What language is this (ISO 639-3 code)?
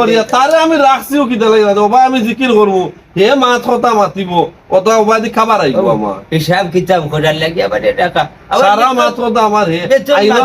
syl